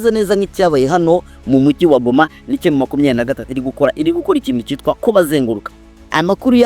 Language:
Kinyarwanda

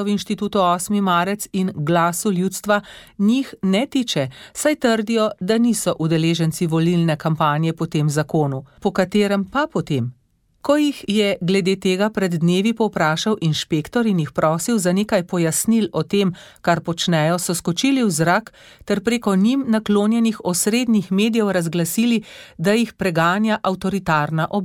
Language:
Slovenian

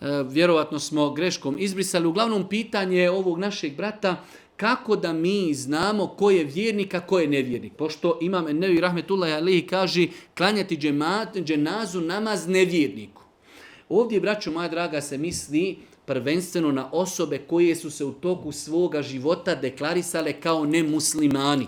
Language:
Bosnian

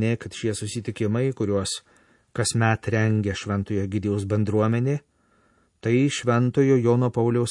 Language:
Lithuanian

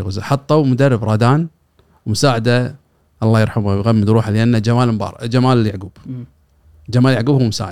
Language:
Gulf Arabic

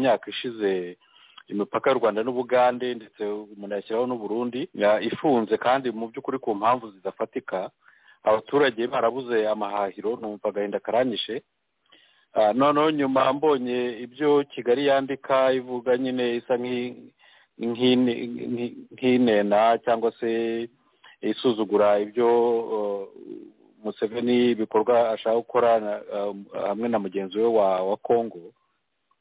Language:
Kinyarwanda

